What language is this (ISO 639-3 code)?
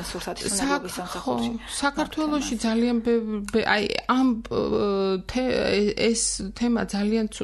kat